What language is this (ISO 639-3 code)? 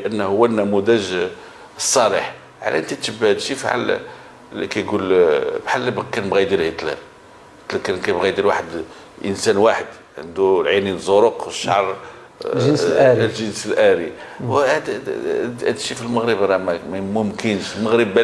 ary